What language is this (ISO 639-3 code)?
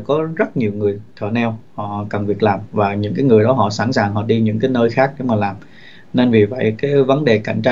vie